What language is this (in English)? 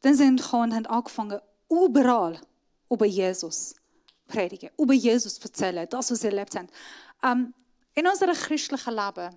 Swiss German